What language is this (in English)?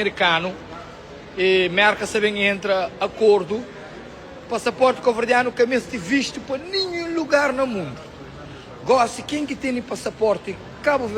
Kabuverdianu